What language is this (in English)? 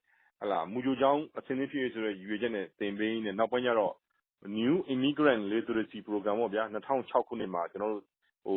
Burmese